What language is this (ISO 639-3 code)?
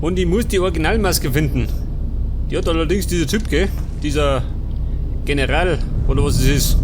bar